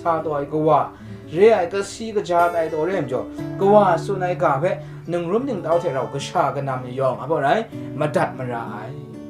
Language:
Kachin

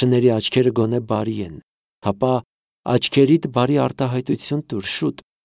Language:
Armenian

